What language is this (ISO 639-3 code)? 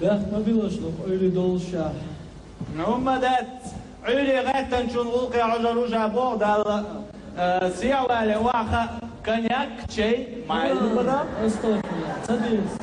che